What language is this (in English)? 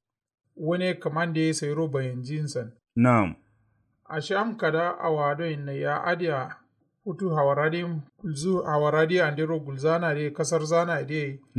Kanuri